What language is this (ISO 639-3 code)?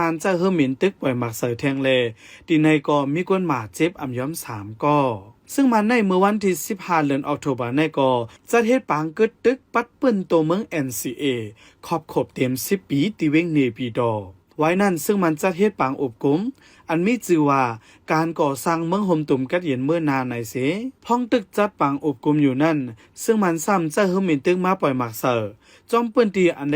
shn